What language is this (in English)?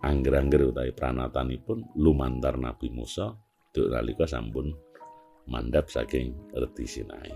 Javanese